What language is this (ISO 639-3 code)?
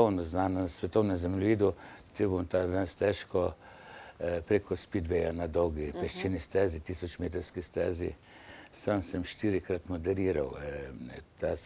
slv